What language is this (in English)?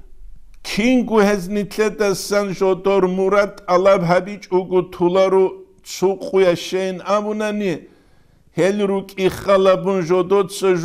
Avaric